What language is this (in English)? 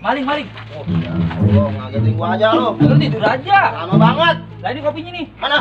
Betawi